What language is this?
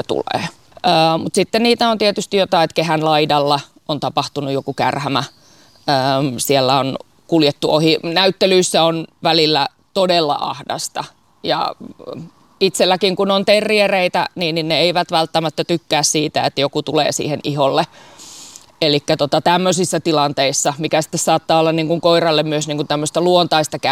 Finnish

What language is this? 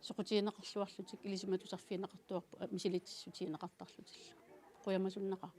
Kalaallisut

